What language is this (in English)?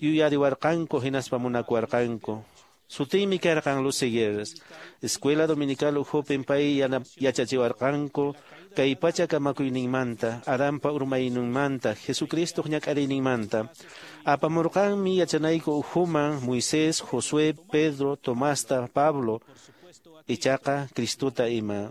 Quechua